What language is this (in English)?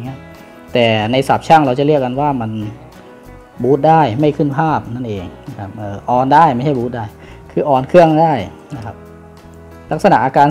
Thai